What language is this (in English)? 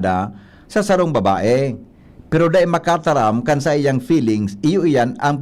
Bikol